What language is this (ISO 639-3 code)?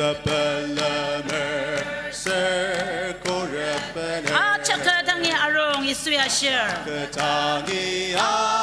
njo